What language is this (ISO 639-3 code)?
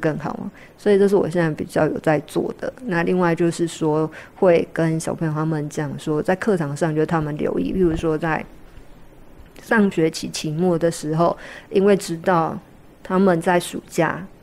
zho